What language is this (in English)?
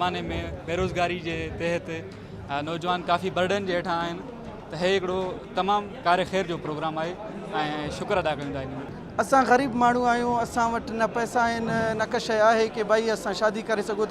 Sindhi